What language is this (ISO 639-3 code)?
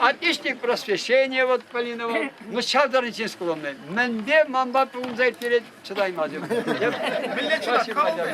chv